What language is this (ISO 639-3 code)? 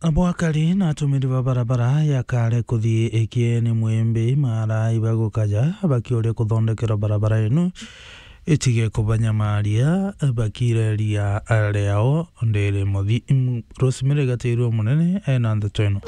mer